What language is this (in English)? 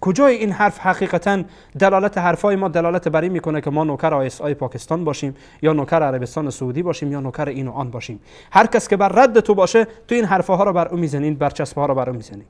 Persian